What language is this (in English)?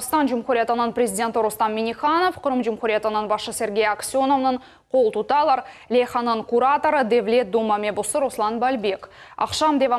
Crimean Tatar